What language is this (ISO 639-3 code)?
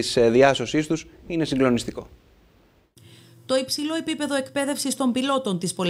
ell